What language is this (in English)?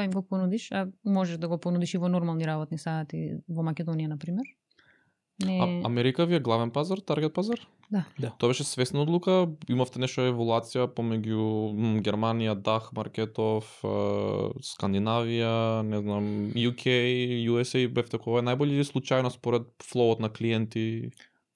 Macedonian